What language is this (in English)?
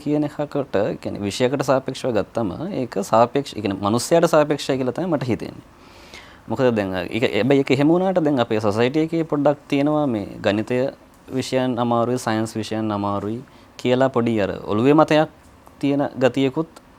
Sinhala